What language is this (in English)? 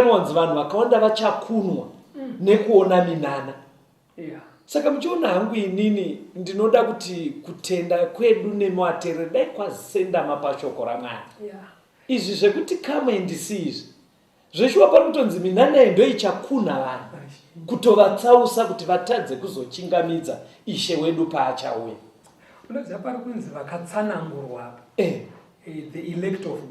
Shona